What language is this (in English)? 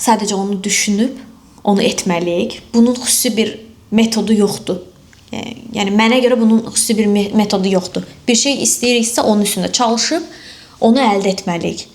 Azerbaijani